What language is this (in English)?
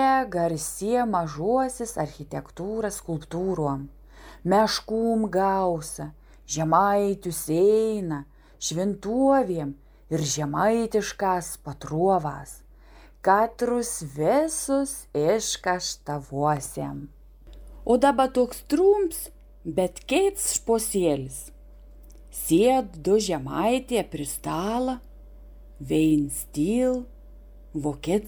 Samogitian